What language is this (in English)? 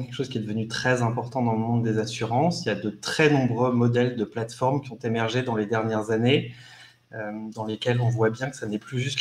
French